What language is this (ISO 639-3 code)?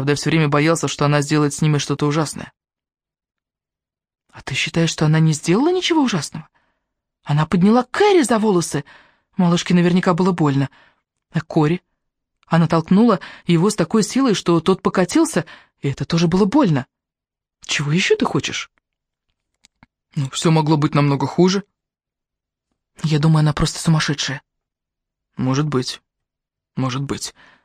rus